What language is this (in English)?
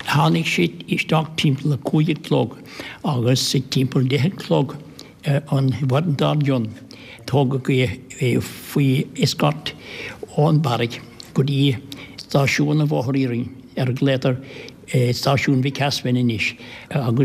Irish